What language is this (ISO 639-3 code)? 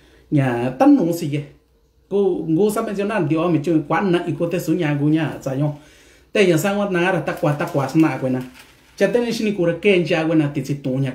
mix